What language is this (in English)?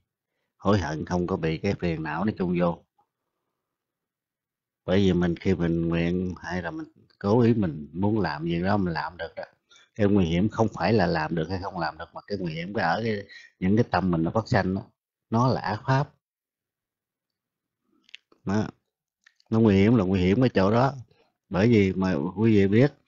Vietnamese